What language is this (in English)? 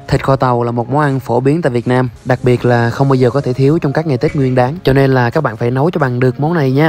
Vietnamese